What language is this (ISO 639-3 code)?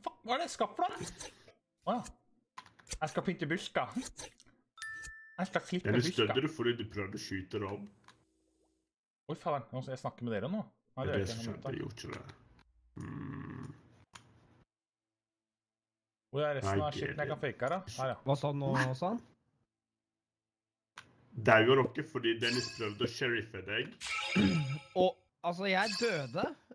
nor